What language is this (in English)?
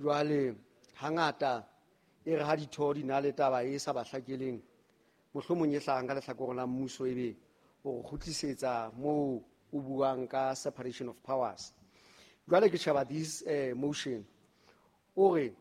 Southern Sotho